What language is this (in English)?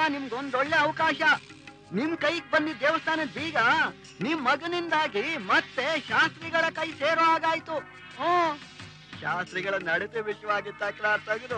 Kannada